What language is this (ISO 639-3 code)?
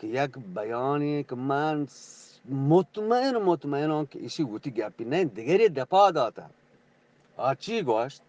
bgp